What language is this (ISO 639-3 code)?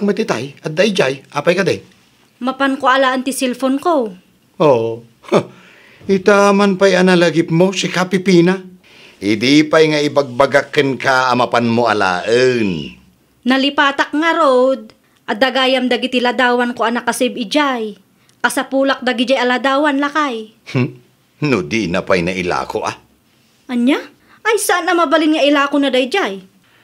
ilo